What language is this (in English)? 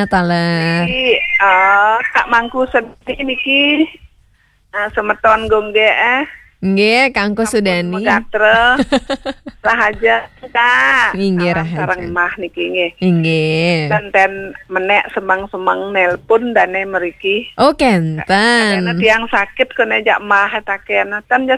Balinese